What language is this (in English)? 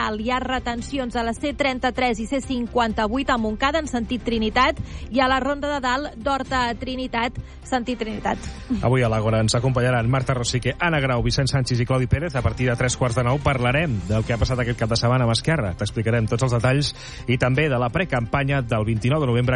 Catalan